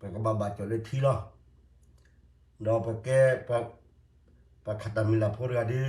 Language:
S'gaw Karen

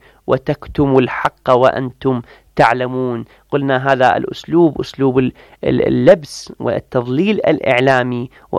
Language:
Arabic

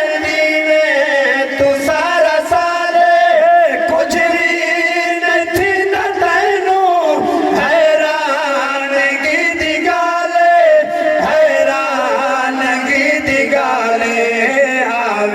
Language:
Saraiki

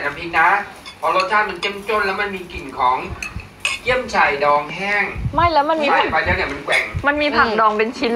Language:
Thai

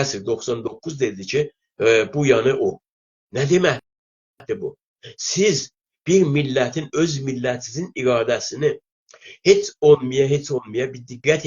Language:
South Azerbaijani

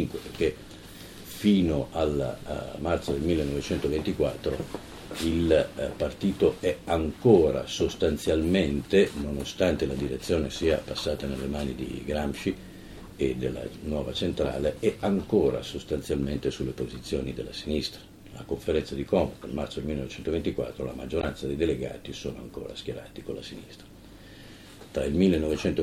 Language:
Italian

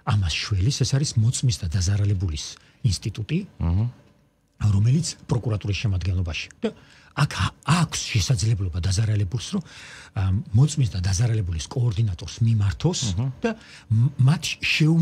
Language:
Georgian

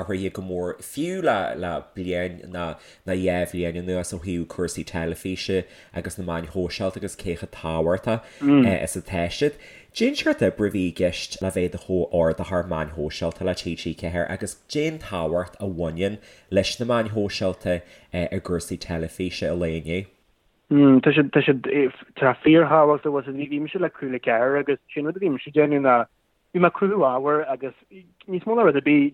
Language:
Irish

